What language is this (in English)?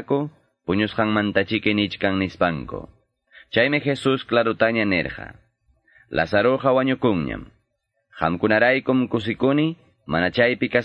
Quechua